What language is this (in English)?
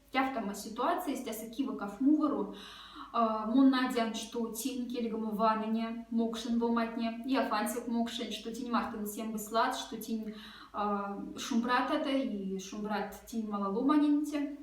Moksha